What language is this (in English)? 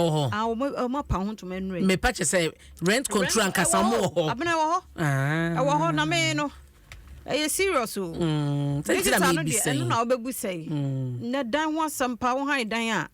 Akan